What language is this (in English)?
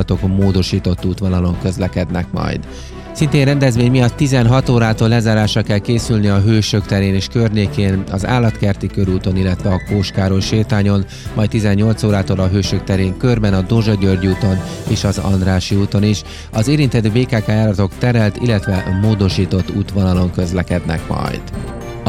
Hungarian